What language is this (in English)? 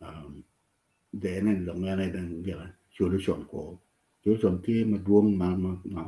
Acoli